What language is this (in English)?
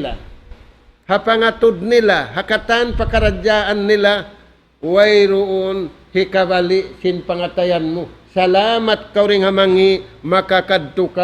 Tausug